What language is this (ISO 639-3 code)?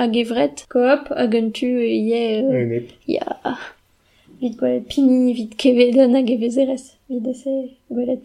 bre